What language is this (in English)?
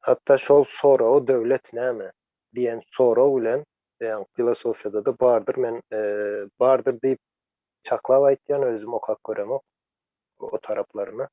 Turkmen